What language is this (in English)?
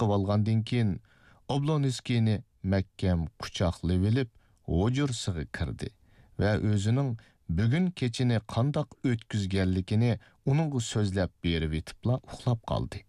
Uyghur